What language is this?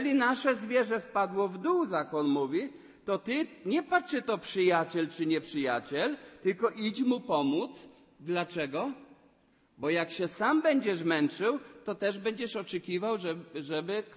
Polish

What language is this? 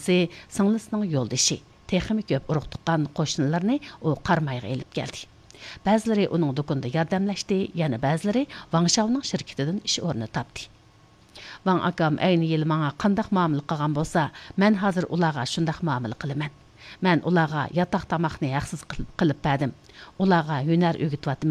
Uyghur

